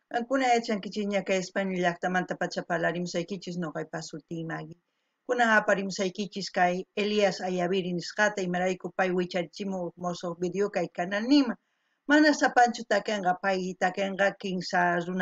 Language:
South Bolivian Quechua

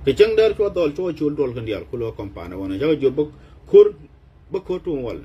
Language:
Nuer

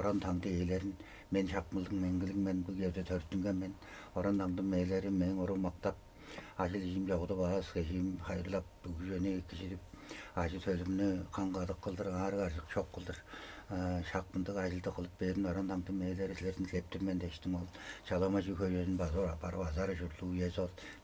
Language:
Tuvinian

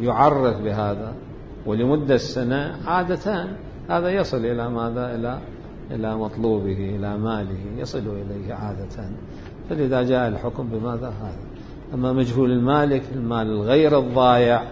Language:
Mesopotamian Arabic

